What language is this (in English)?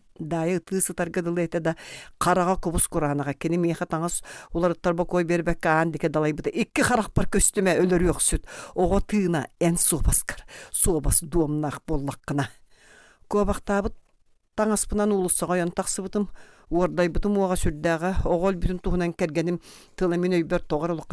Yakut